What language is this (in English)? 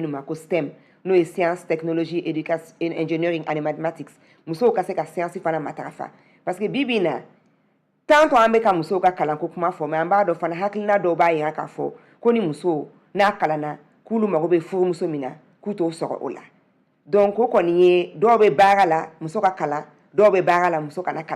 Bambara